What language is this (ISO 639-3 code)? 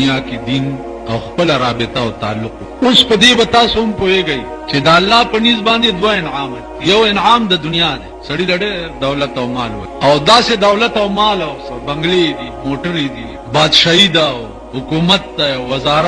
pus